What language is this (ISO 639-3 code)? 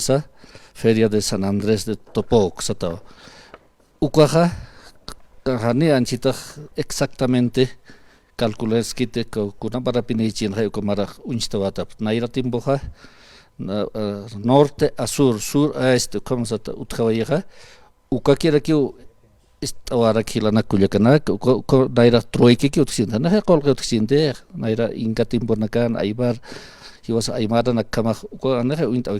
aym